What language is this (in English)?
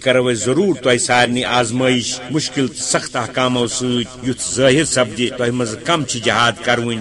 Kashmiri